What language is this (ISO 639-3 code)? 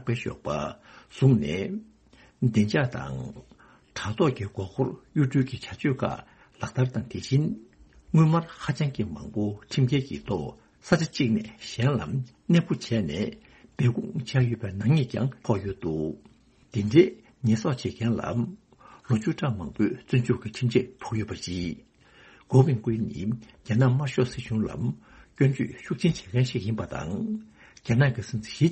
bod